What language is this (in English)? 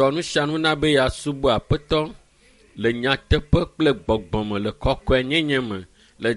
Ewe